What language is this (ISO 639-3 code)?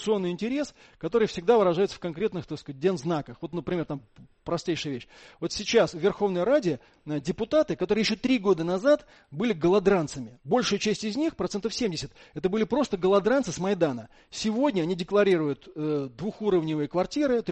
rus